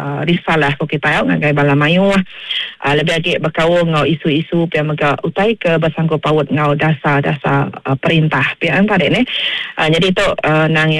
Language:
Iban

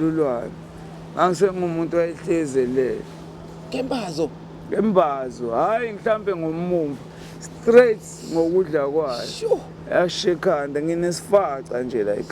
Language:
Zulu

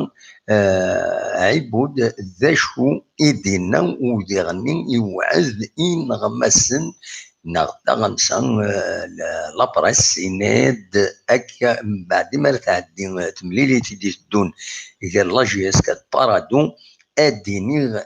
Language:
Kabyle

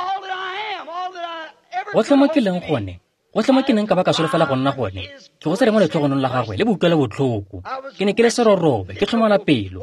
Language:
Tswana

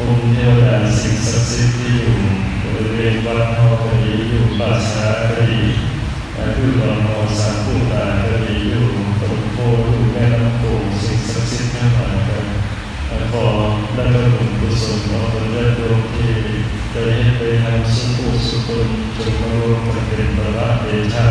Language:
Northeastern Thai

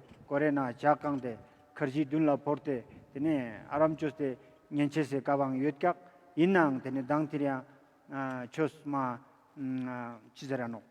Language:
Ladakhi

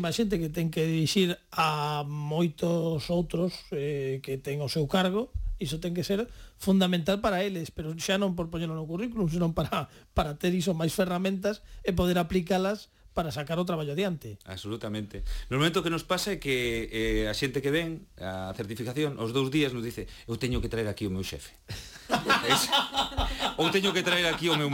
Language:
Galician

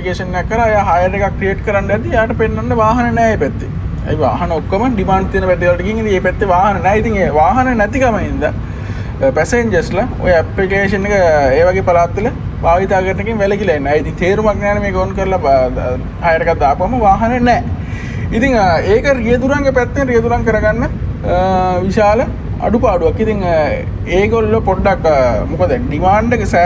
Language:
Sinhala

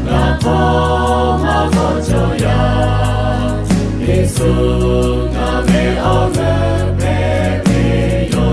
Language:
Lahu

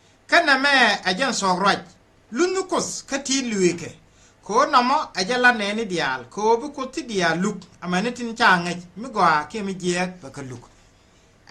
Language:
Nuer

